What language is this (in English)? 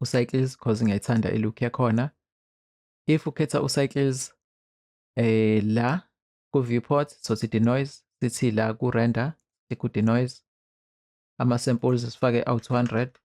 Zulu